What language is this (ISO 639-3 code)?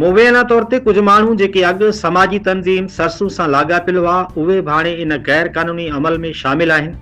snd